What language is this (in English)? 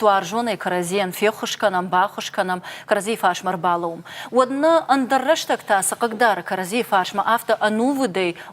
Ossetic